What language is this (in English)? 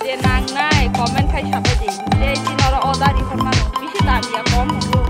Kok Borok